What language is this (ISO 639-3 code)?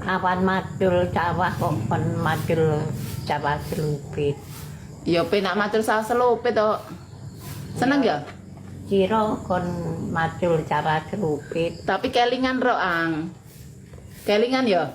jav